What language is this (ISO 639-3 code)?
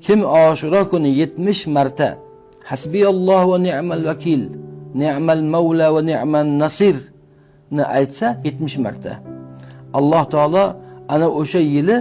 uzb